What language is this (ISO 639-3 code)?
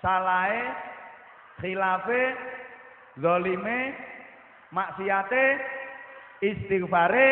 jav